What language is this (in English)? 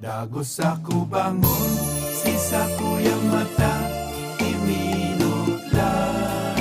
Bikol